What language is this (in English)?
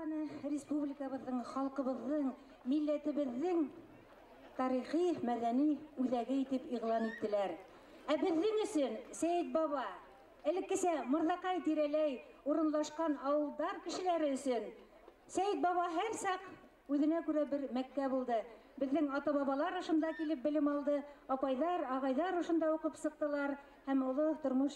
Bashkir